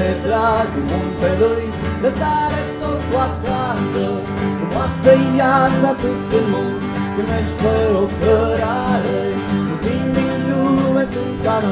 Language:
Romanian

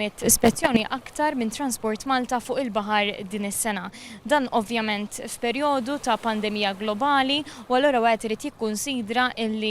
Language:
Maltese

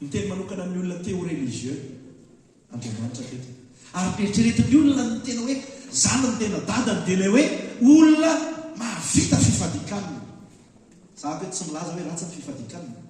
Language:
Malagasy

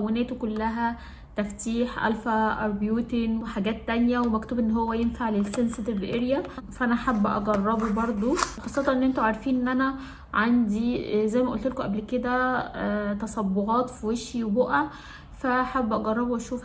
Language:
Egyptian Arabic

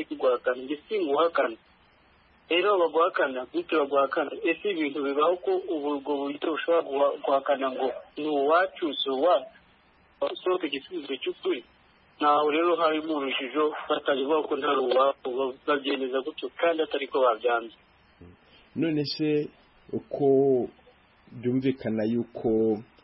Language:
Kinyarwanda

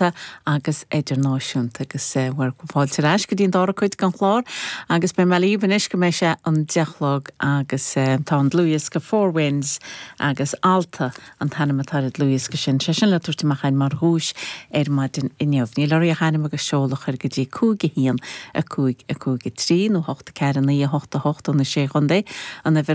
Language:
Irish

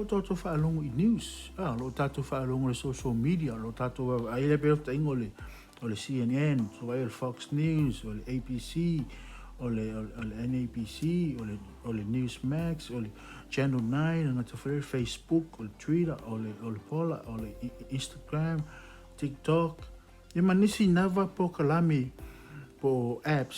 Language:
Samoan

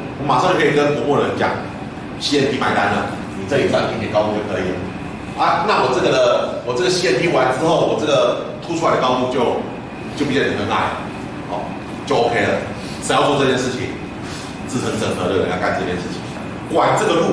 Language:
Chinese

